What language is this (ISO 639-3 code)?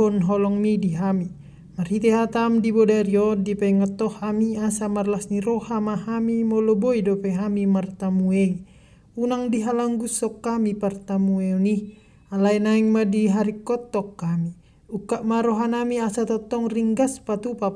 bbc